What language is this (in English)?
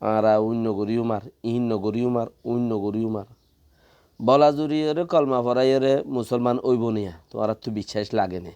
Rohingya